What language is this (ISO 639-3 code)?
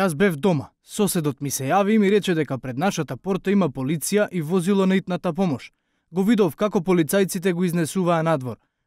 mkd